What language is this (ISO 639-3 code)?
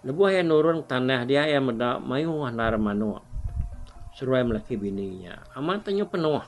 iba